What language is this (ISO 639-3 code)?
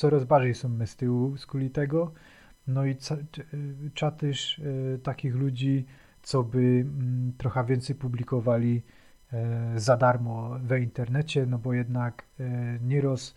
szl